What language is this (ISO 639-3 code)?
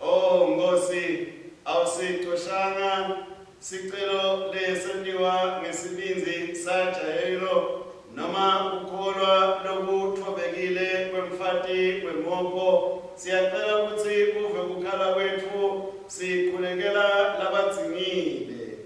ssw